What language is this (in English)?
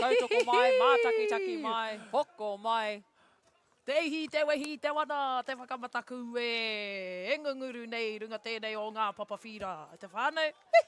Māori